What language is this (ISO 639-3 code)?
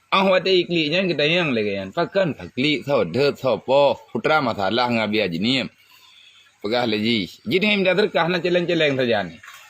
ace